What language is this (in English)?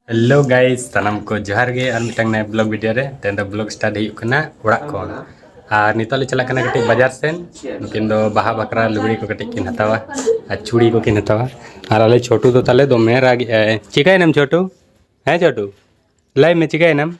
Santali